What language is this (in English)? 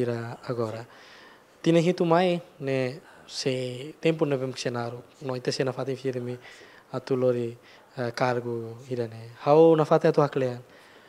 Tetum